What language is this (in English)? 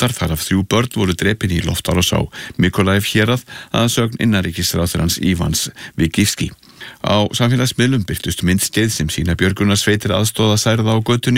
Icelandic